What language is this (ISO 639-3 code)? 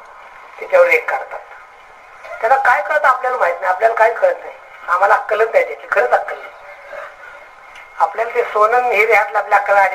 mar